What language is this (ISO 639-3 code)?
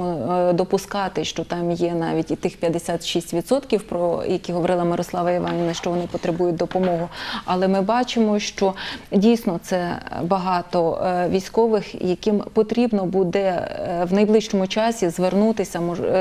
ukr